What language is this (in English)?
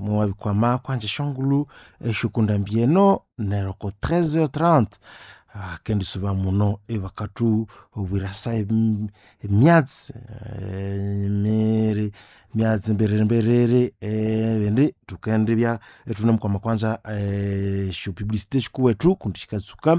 Nande